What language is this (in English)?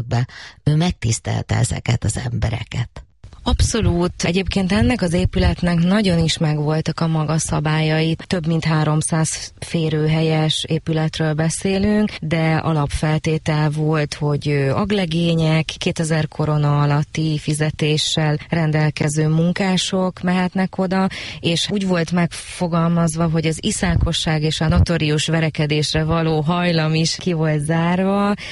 Hungarian